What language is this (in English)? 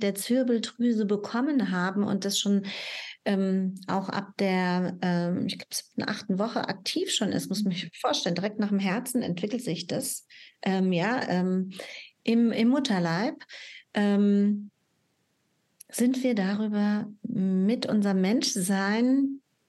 German